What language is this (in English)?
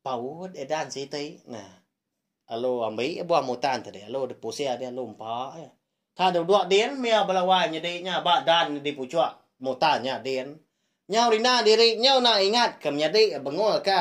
Iban